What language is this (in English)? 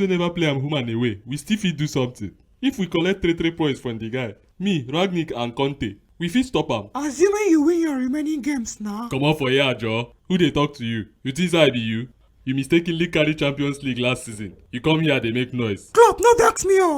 Nigerian Pidgin